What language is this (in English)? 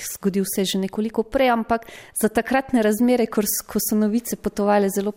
Slovenian